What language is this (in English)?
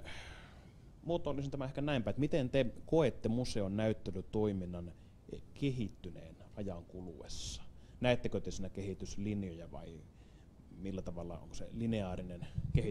Finnish